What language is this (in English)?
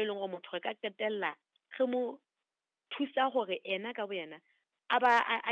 Southern Sotho